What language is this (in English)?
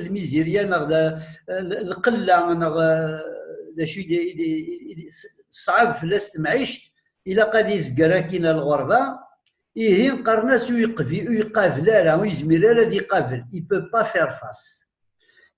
Kabyle